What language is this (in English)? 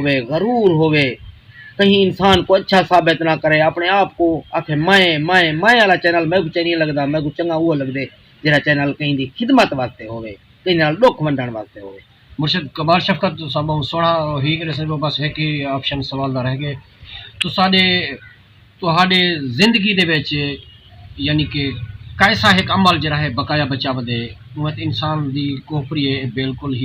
Saraiki